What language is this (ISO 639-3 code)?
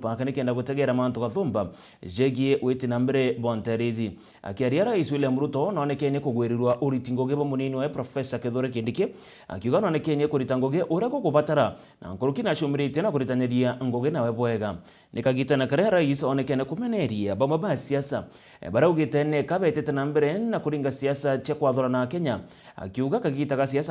mer